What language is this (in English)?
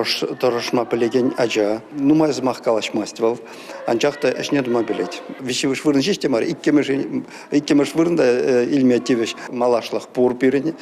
Chuvash